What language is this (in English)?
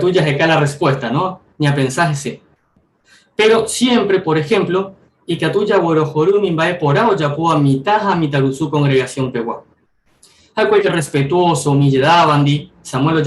Guarani